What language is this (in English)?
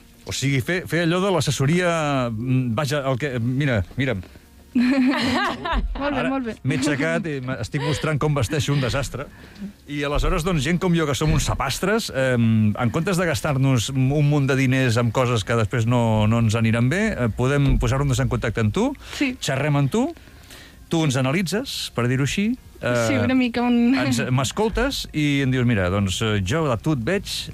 Catalan